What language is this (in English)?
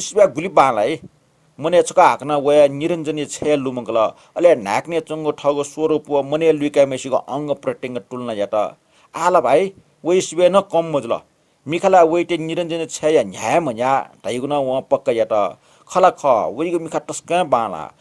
Newari